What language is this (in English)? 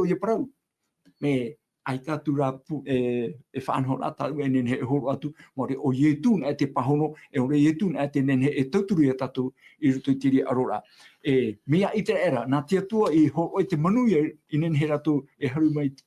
Tahitian